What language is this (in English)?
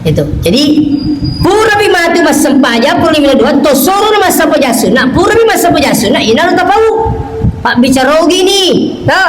Buginese